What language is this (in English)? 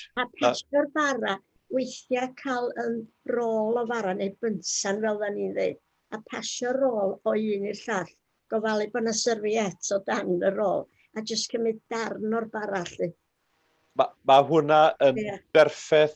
Welsh